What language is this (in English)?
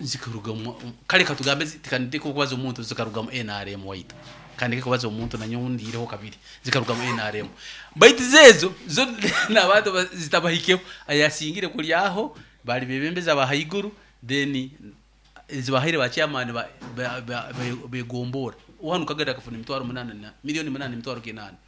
Nyoro